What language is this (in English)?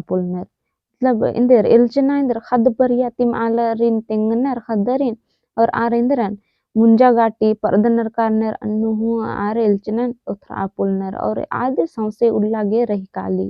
Kurukh